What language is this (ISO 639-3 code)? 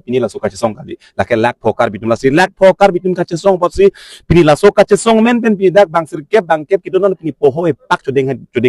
mjw